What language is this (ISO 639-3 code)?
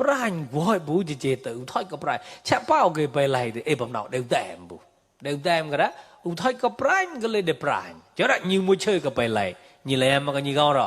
mnw